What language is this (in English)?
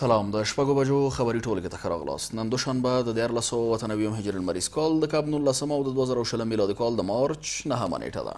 Pashto